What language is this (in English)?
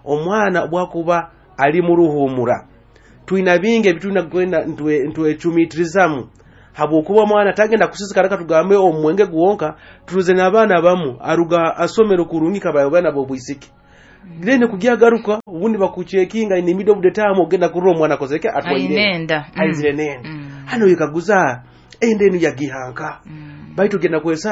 Nyoro